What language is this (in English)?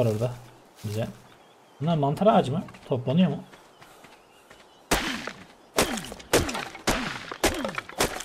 Turkish